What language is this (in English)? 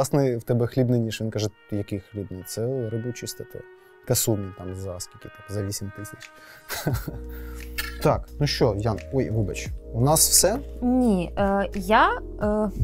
Ukrainian